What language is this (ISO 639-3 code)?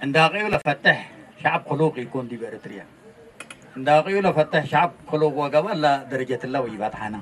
tig